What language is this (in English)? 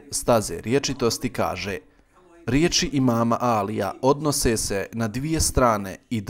Bosnian